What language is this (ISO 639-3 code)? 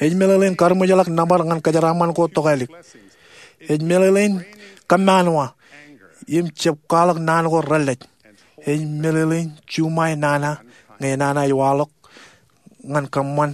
mah